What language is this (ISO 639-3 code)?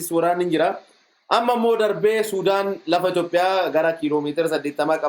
orm